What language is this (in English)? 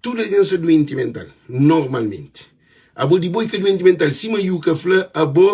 Kabuverdianu